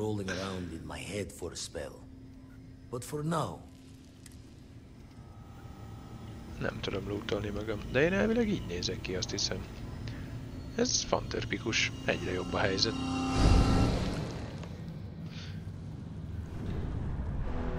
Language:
Hungarian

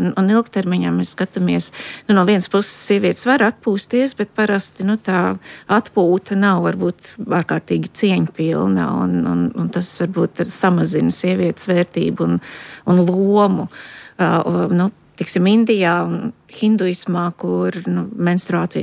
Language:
Latvian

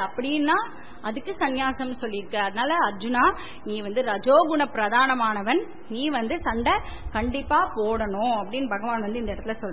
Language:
Tamil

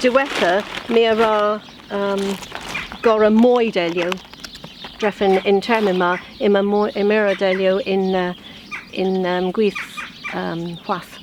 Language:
Cornish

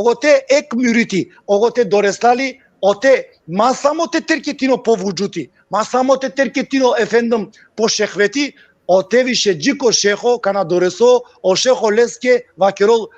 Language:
Balkan Romani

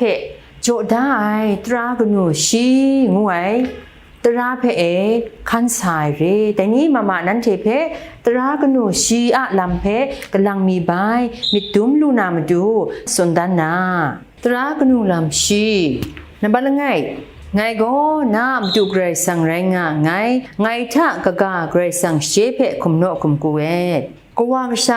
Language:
Kachin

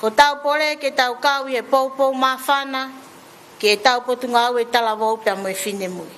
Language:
Tongan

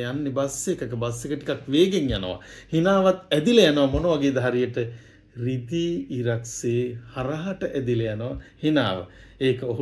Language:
Sinhala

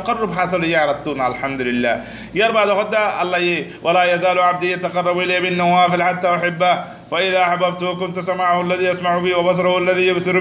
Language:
Rohingya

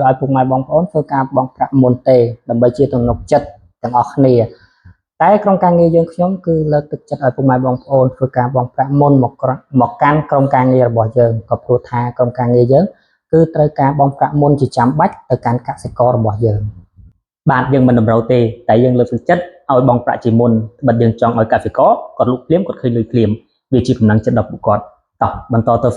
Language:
Khmer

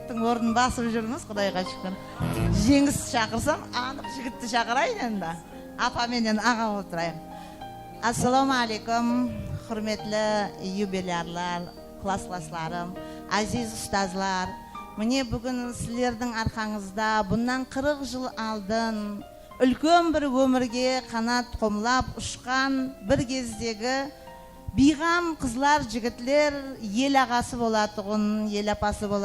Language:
Kara-Kalpak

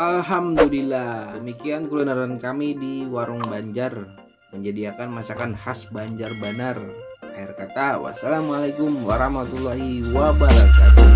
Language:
Banjar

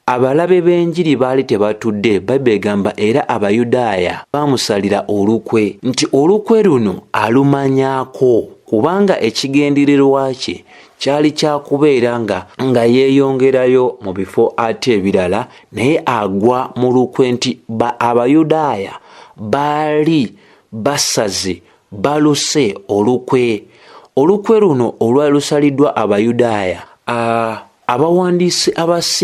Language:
Ganda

